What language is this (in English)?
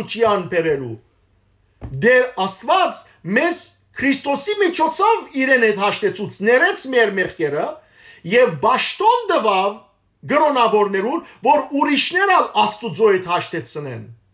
Western Armenian